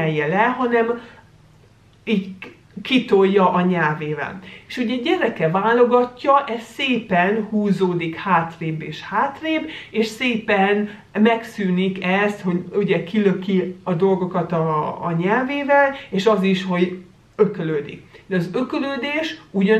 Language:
Hungarian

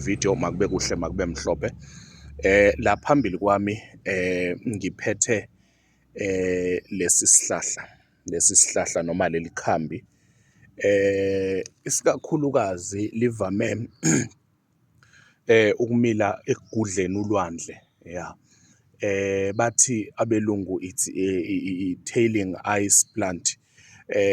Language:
Zulu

